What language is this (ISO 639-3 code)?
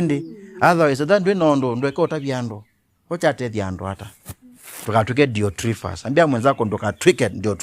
kam